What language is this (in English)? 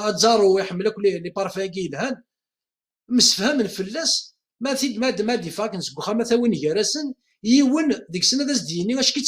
Kabyle